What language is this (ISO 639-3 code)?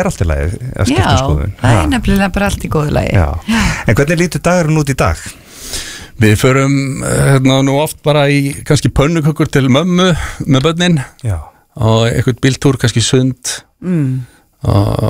isl